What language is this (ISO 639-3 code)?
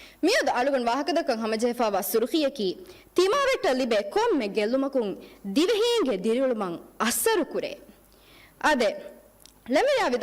div